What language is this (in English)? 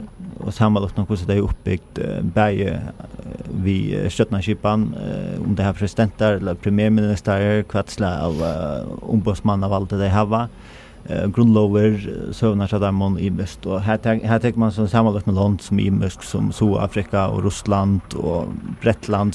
Faroese